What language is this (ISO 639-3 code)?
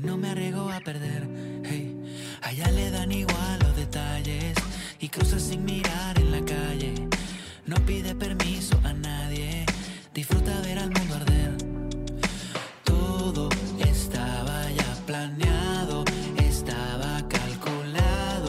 spa